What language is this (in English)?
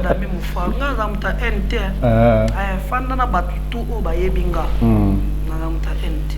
Lingala